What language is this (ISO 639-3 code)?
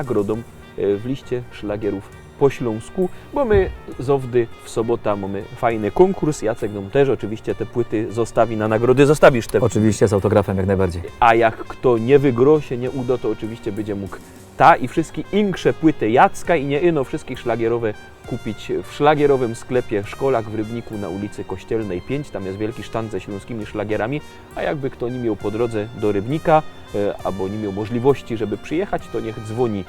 szl